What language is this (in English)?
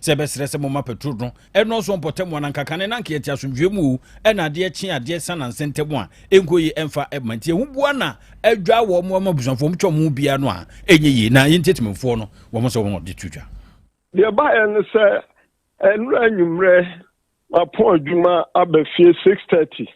Akan